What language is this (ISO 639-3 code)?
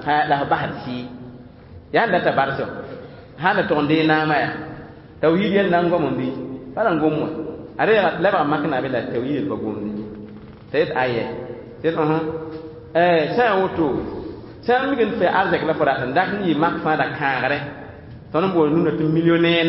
mos